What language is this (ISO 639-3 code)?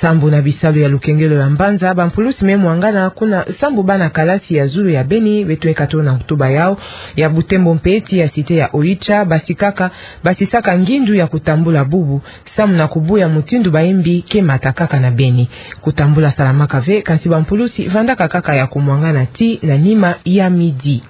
ktu